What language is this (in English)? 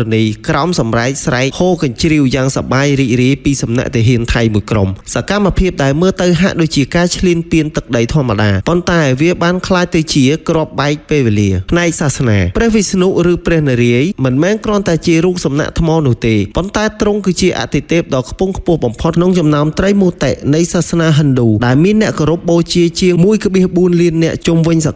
Khmer